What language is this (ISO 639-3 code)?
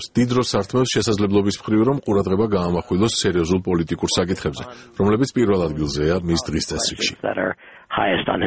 kat